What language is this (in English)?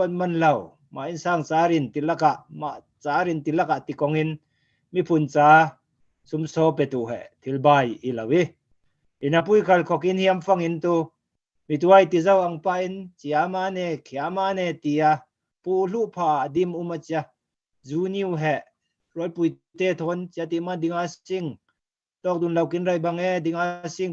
Falam Chin